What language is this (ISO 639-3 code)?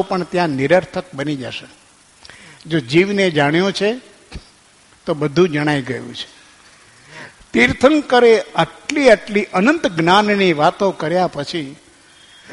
guj